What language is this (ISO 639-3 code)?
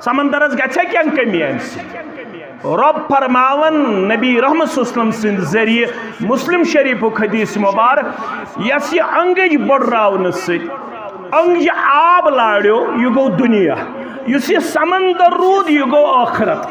kas